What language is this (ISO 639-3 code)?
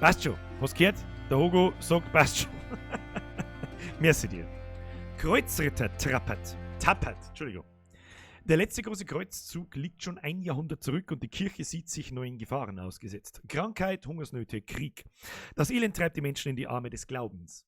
bar